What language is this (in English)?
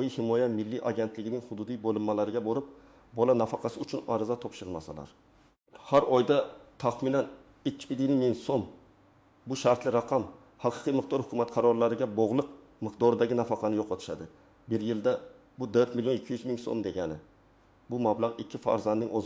Uzbek